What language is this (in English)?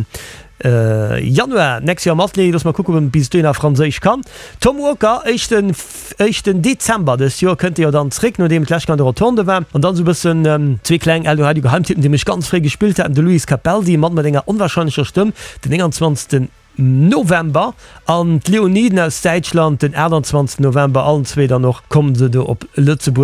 Luxembourgish